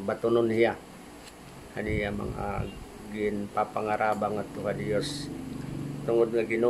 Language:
Waray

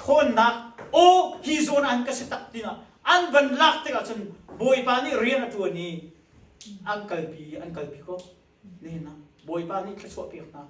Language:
Hakha Chin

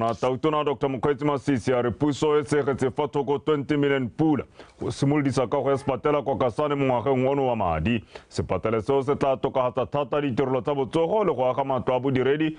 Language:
Tswana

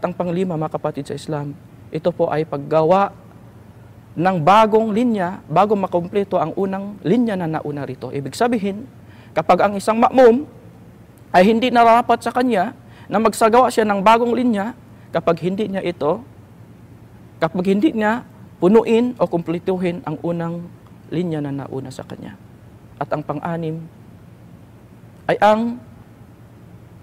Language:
Filipino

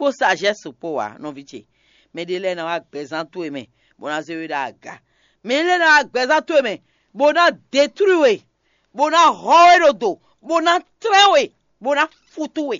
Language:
Fon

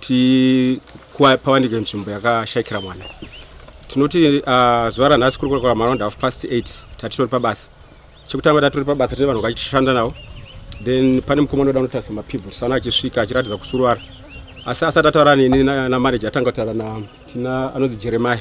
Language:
Shona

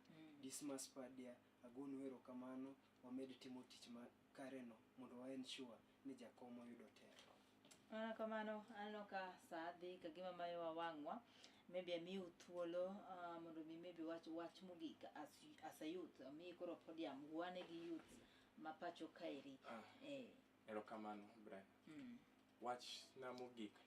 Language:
Luo (Kenya and Tanzania)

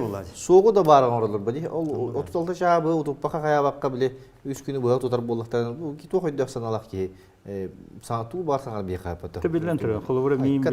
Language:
Yakut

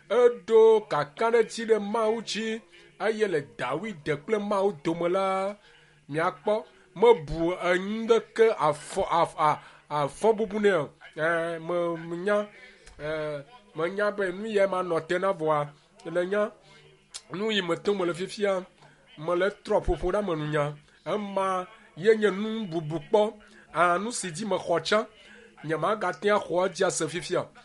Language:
Ewe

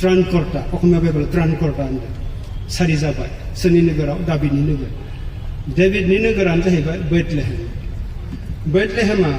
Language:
Bodo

